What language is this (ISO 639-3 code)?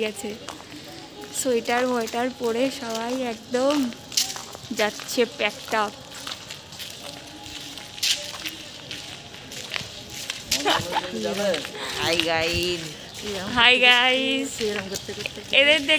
ben